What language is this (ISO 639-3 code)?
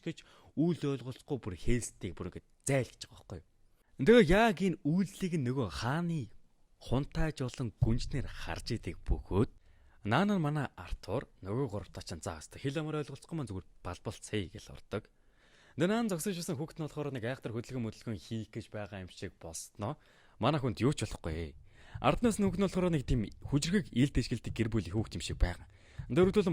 mon